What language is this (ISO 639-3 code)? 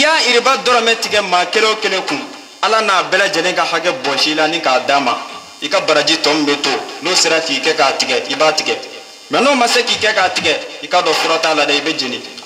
bam